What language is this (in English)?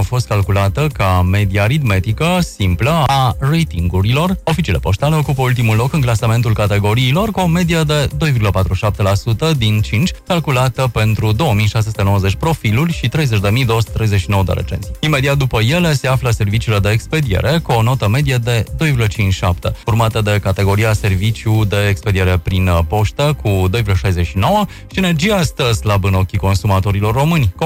Romanian